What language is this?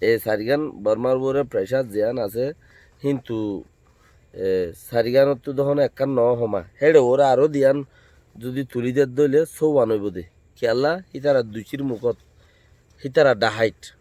Rohingya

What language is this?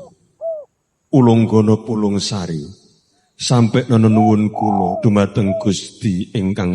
Javanese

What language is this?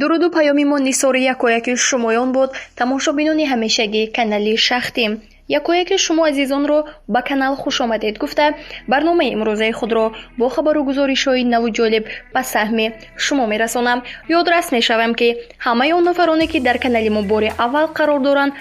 Tajik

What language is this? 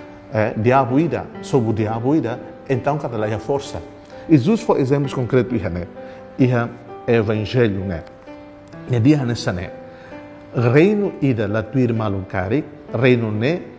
Tetum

